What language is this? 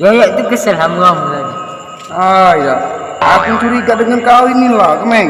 Musi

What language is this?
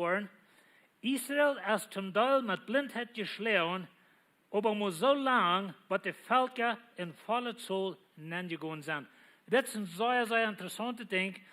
Plautdietsch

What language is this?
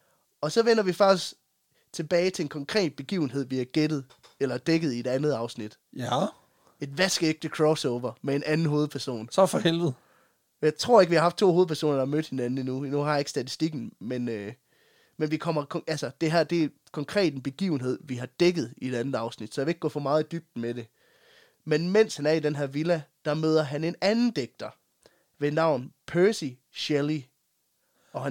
Danish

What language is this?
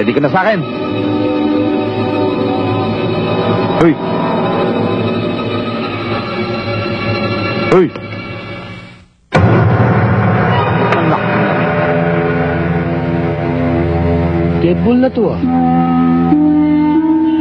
Filipino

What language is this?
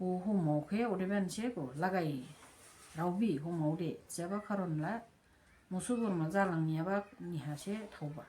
Dimasa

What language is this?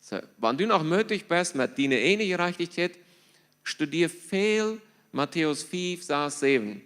Plautdietsch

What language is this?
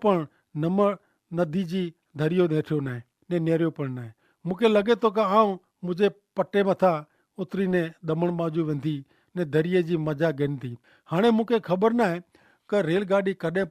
Kachhi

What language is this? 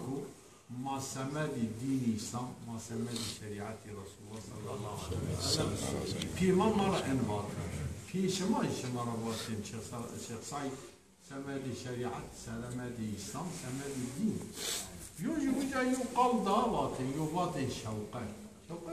Zaza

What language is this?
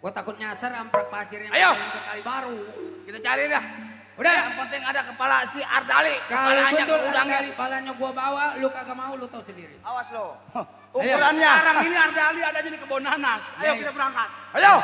Betawi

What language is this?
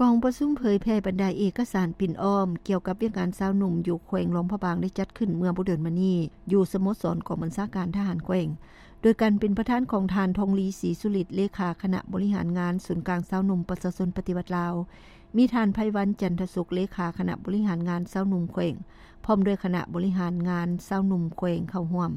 Lao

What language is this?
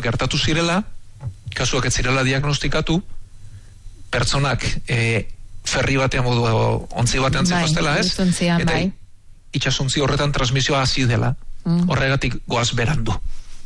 Basque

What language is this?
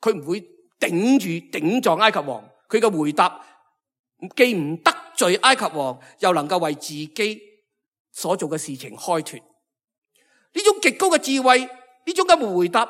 Cantonese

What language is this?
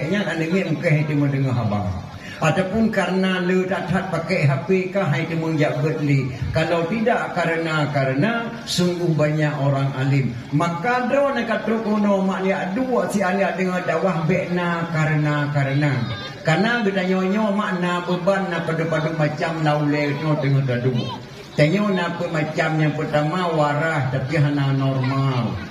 Achinese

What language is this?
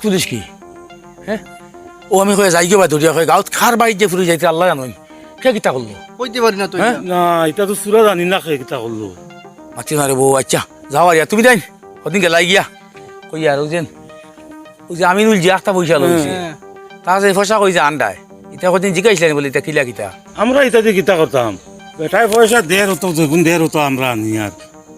Sylheti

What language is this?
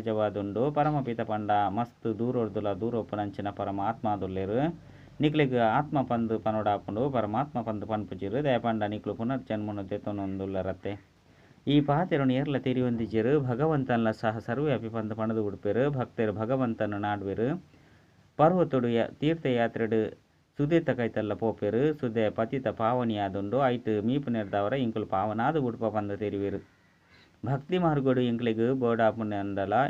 Tulu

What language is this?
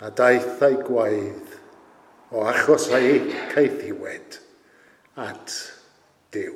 Welsh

